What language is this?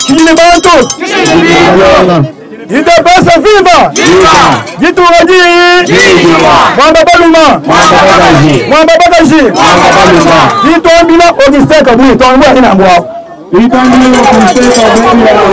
Luba-Lulua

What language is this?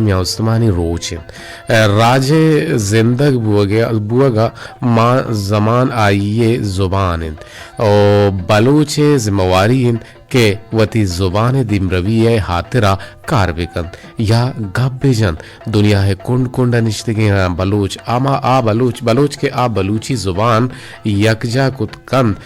Eastern Balochi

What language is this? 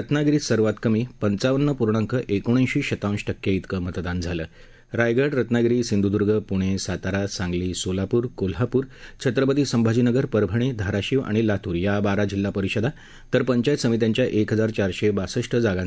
Marathi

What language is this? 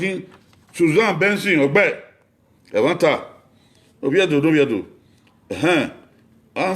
Bini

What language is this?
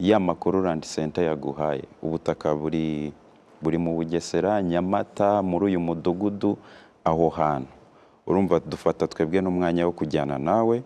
Kinyarwanda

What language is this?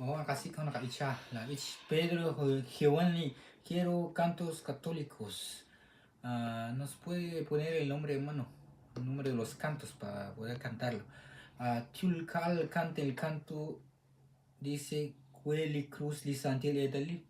Kekchí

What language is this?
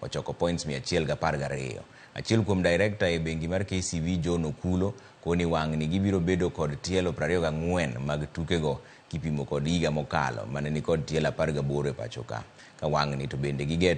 Luo (Kenya and Tanzania)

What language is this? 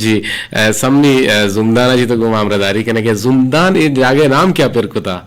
Eastern Balochi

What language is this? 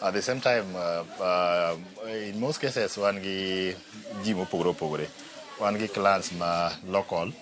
Luo (Kenya and Tanzania)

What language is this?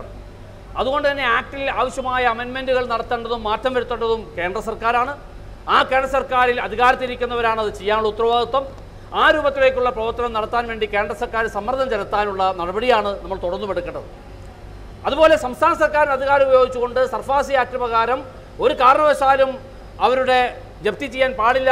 Malayalam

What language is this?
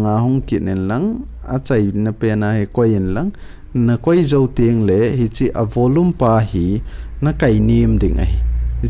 Thado Chin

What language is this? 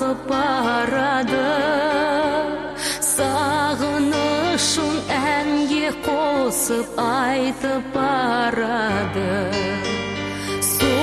Kazakh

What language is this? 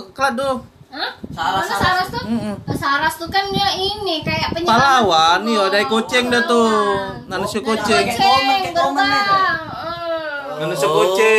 Indonesian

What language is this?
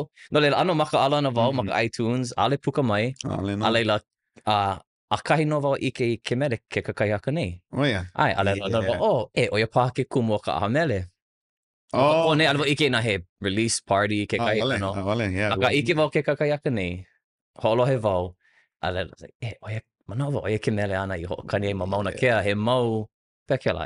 Hawaiian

